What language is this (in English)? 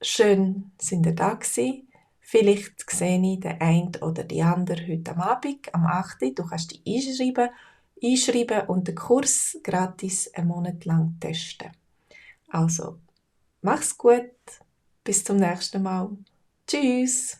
Swiss German